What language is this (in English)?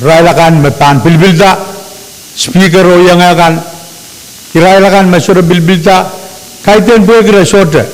Pohnpeian